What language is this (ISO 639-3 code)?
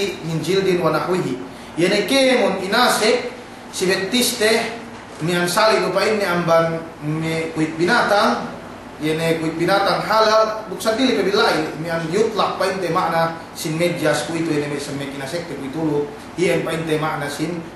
yka